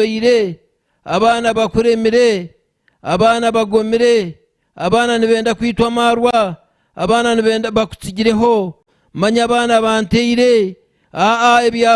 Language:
Nyankole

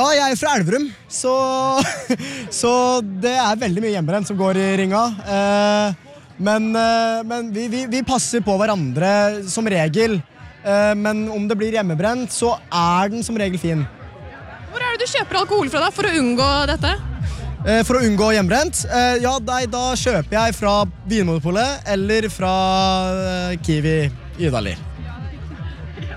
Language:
Norwegian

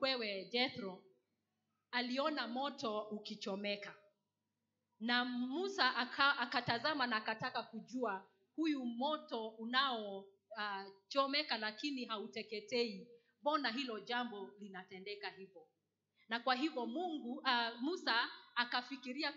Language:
Swahili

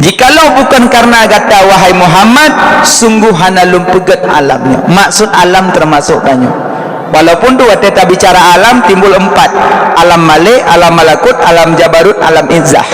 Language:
Achinese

